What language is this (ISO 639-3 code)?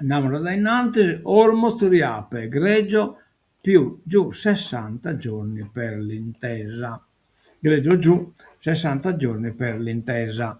srd